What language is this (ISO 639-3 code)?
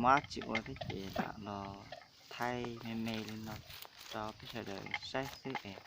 hmn